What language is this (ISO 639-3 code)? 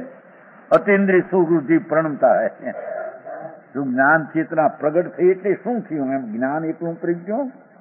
guj